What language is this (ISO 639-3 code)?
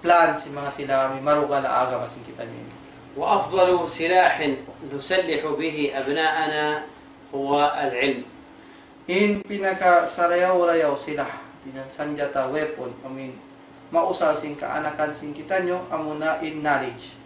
tsg